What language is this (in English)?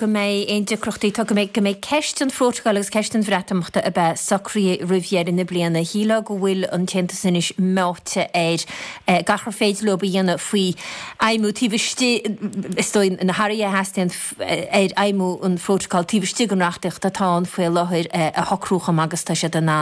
Irish